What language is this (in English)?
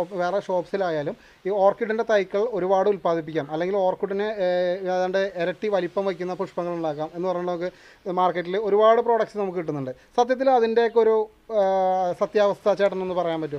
Malayalam